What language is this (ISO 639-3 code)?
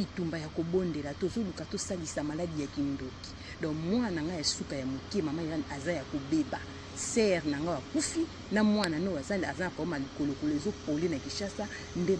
lin